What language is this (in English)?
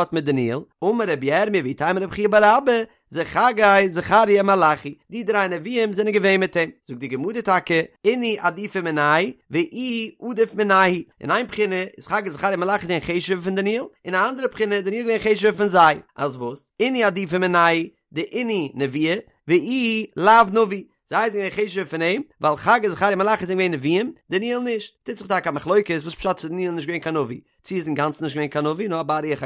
Yiddish